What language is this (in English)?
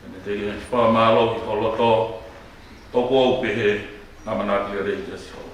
Tongan